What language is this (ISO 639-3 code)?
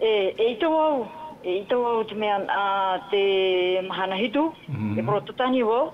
tah